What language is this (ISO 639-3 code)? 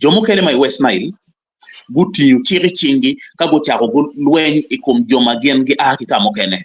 ach